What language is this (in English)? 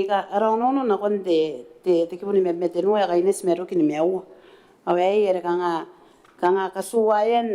Gilbertese